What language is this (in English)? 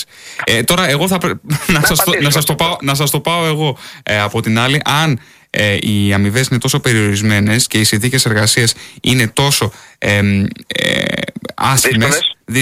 Greek